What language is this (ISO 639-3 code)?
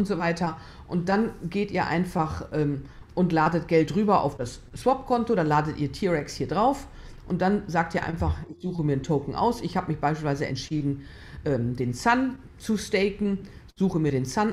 deu